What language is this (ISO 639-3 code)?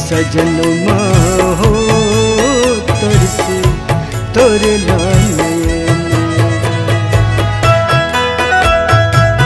bho